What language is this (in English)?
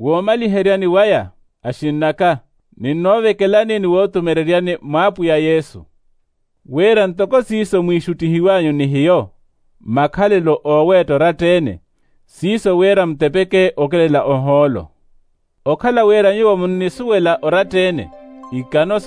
Makhuwa